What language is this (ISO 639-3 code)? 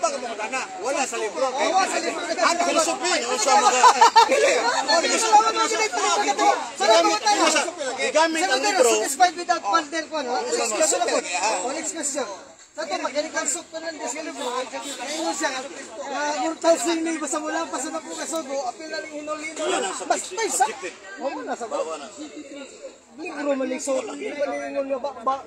fil